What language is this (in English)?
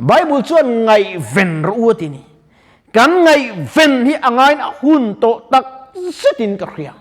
Mizo